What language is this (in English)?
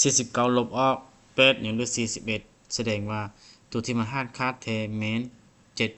Lao